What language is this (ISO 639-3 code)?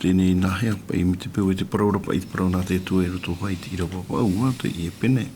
tah